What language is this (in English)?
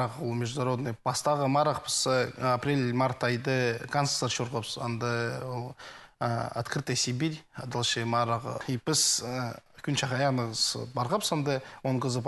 Khakas